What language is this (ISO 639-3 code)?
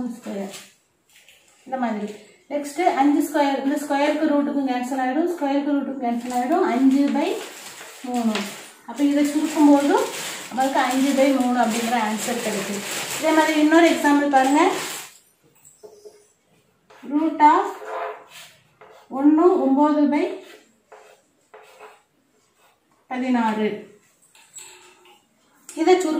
tam